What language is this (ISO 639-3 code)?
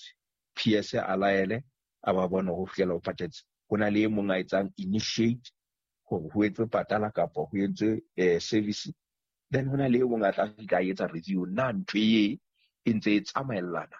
sot